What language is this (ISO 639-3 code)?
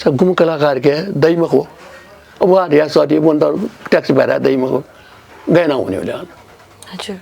new